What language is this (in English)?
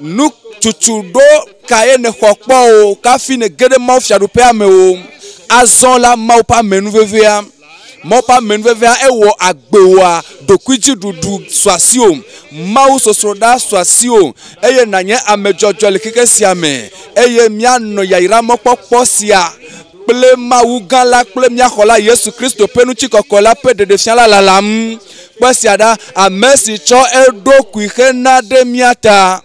Ewe